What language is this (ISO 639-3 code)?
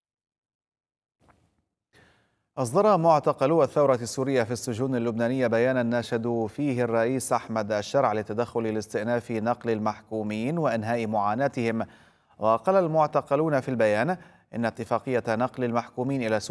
ara